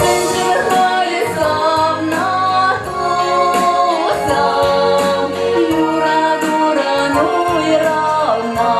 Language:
Chuvash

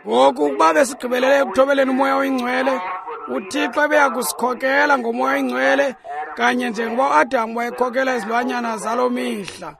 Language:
Xhosa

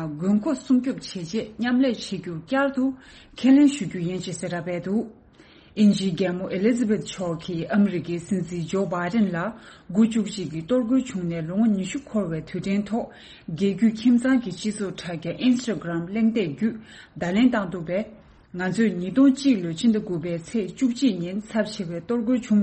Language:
Tibetan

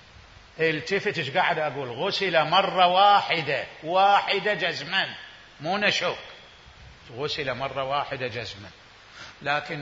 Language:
Mesopotamian Arabic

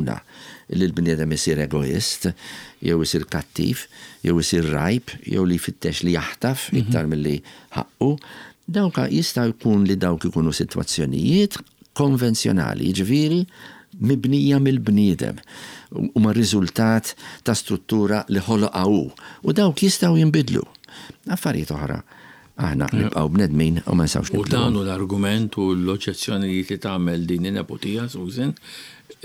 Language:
Maltese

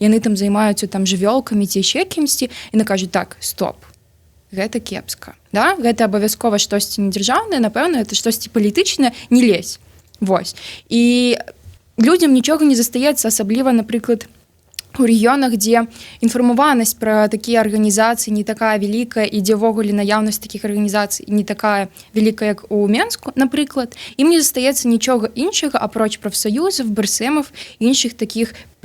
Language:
Belarusian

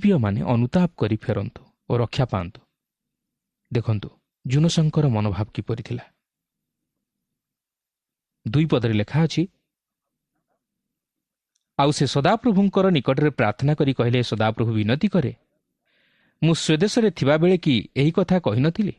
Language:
Odia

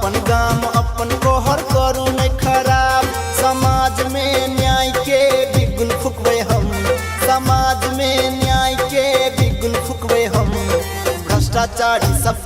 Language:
Maithili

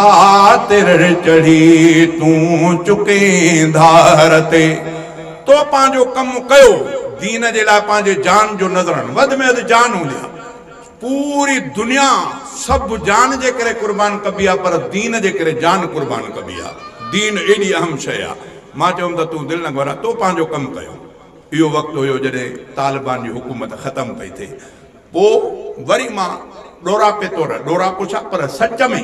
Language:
Sindhi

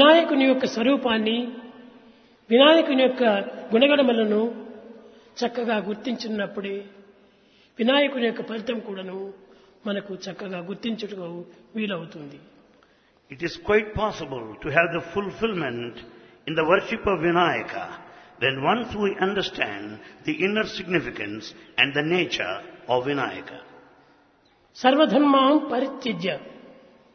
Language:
Telugu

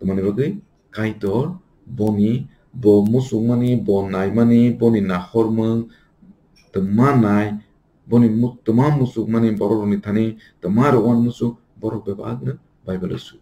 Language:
Kok Borok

